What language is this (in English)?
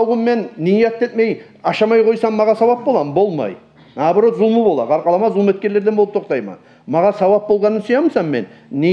Kumyk